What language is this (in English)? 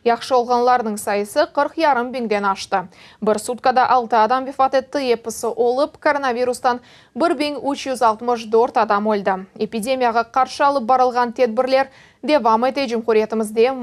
Crimean Tatar